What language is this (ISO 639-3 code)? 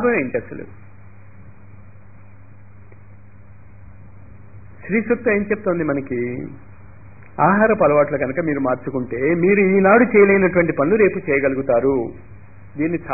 tel